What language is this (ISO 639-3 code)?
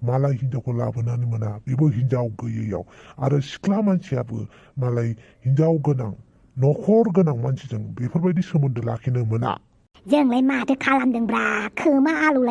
brx